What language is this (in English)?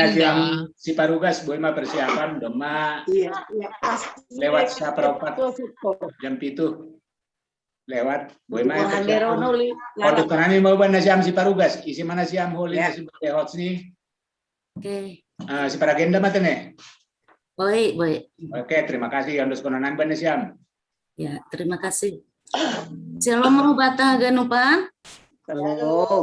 Batak Simalungun